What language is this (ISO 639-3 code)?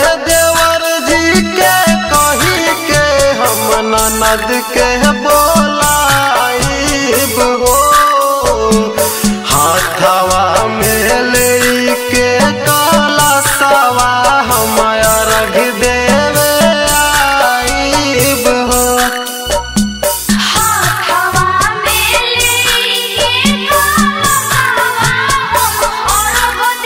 bho